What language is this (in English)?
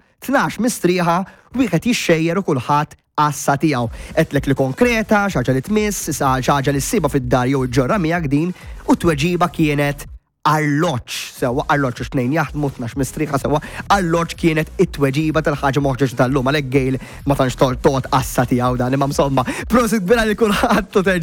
Maltese